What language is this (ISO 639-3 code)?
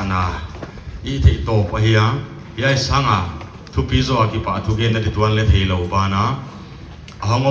pck